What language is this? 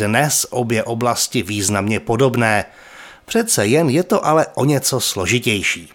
Czech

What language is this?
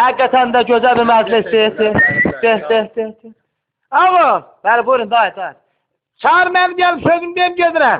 Azerbaijani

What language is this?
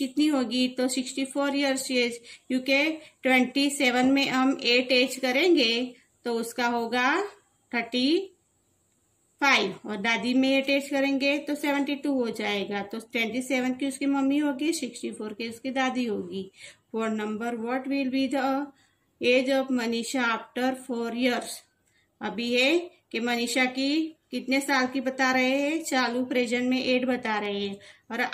Hindi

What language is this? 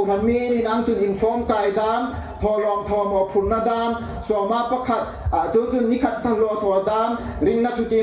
Hmar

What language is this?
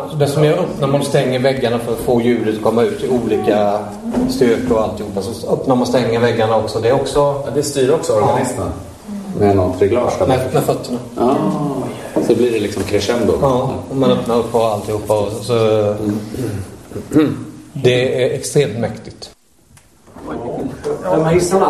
Swedish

